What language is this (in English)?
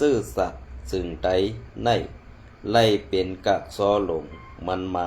Shan